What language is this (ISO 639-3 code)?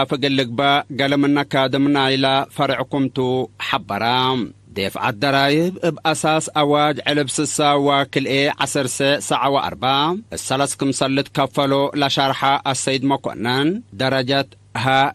tig